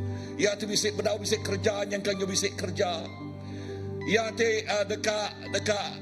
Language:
Iban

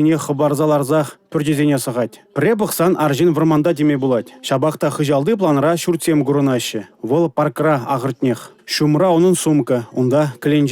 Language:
Chuvash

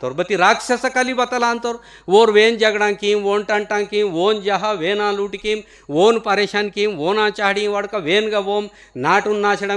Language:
Gondi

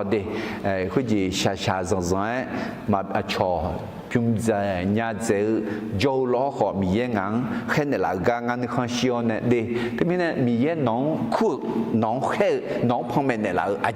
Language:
Akha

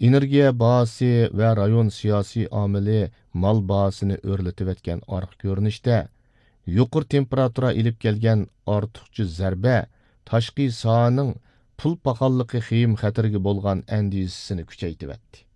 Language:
Uyghur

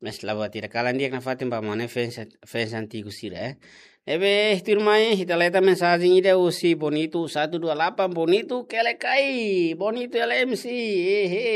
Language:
Tetum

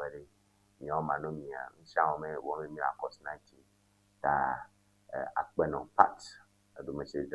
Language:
Ewe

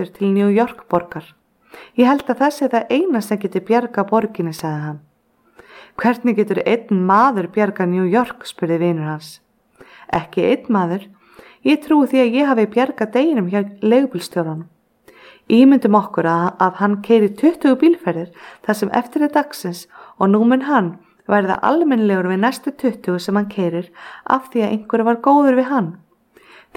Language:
Icelandic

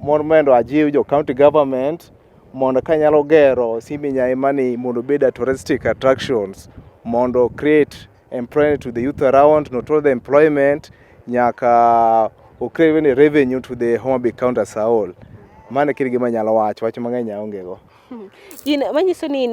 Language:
Luo (Kenya and Tanzania)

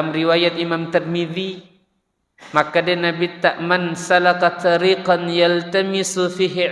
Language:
Buginese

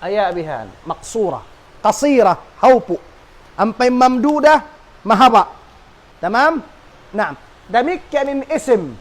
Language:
Tausug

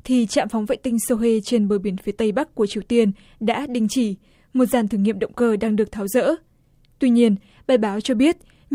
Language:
Vietnamese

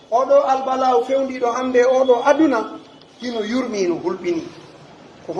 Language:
Pular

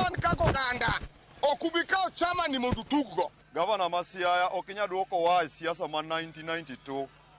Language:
Luo (Kenya and Tanzania)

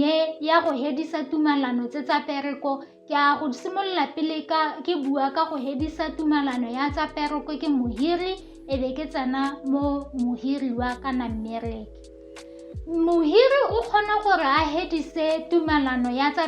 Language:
Tswana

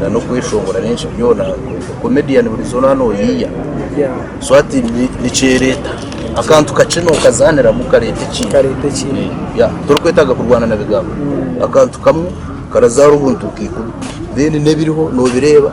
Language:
Nyankole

